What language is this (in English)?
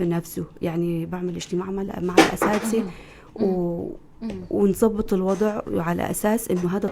North Levantine Arabic